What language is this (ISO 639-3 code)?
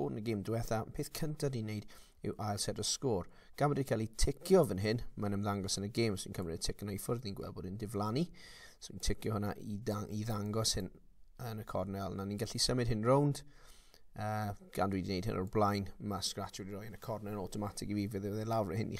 cym